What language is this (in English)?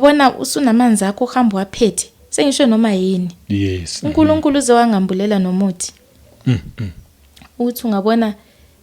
Zulu